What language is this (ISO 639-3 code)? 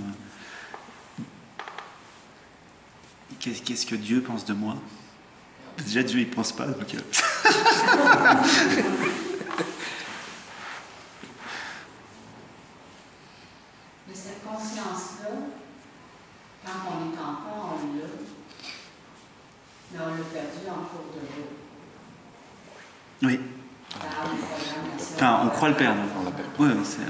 fra